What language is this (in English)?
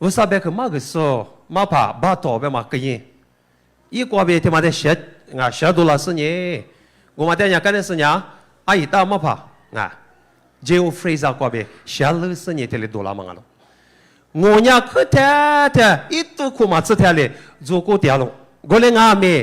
Lisu